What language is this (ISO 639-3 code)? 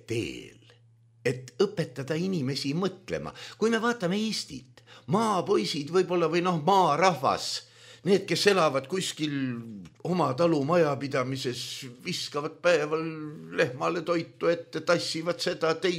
est